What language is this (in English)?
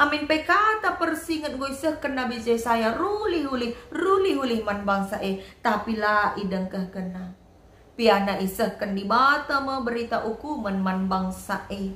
Batak Karo